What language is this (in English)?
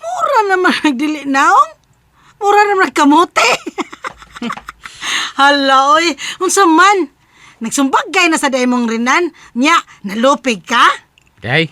Cebuano